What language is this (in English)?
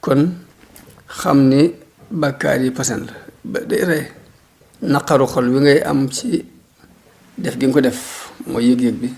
Wolof